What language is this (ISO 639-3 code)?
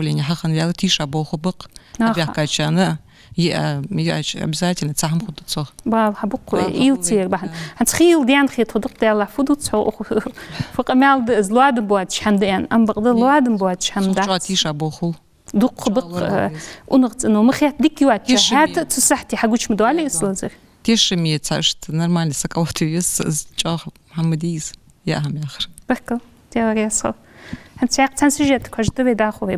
inh